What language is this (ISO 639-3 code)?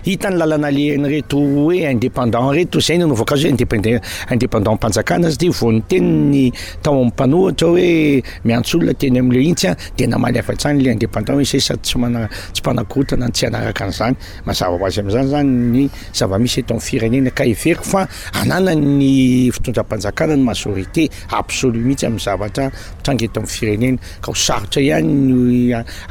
mlg